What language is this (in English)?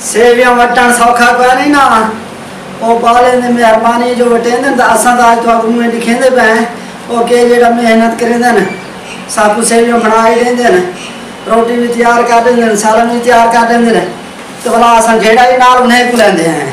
Saraiki